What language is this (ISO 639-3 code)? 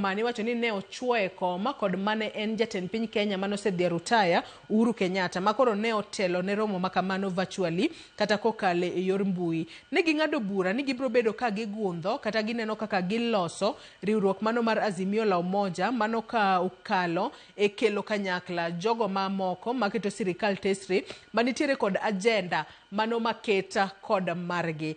luo